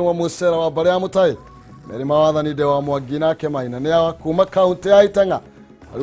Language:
Kikuyu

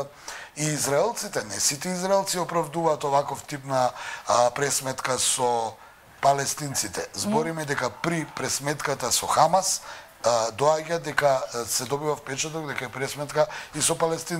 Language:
Macedonian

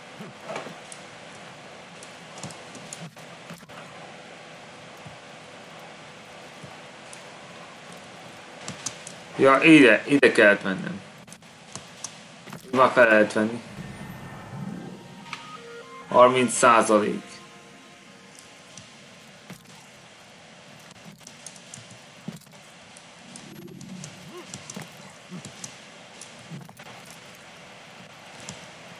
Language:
Hungarian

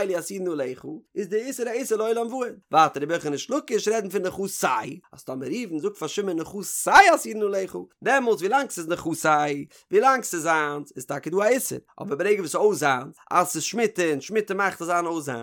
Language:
Yiddish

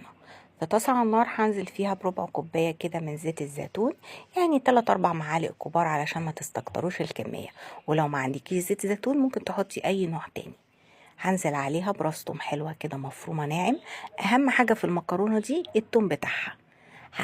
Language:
Egyptian Arabic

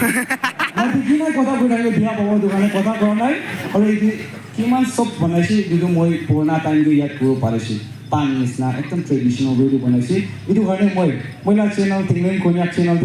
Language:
Naga Pidgin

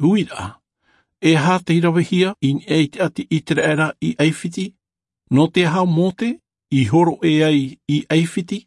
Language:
Tahitian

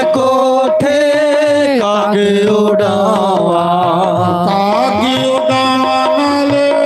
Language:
Dogri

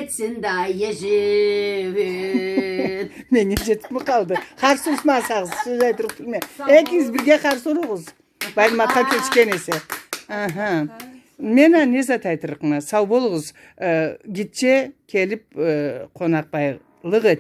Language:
Karachay-Balkar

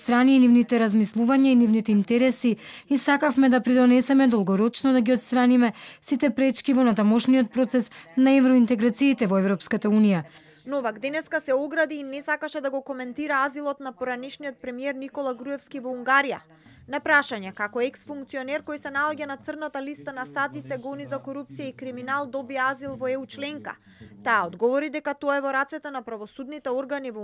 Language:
Macedonian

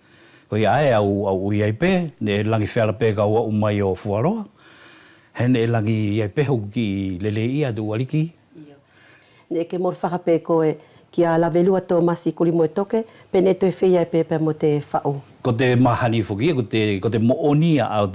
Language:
Wallisian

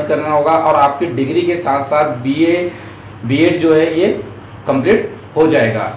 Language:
Hindi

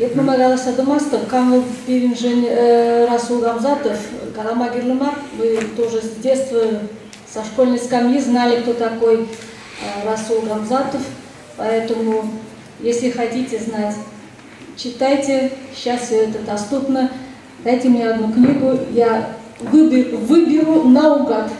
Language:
Chuvash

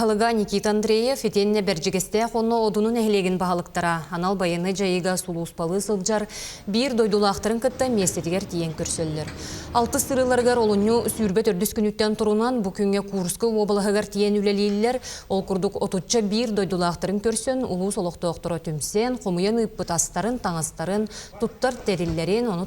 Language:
Yakut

